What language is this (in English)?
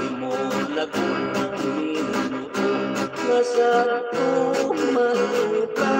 Hiligaynon